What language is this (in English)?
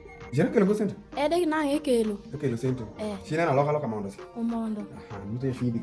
Alur